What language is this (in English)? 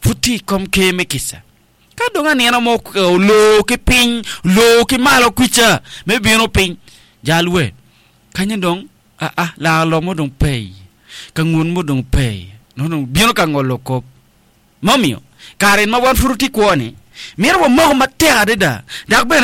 Acoli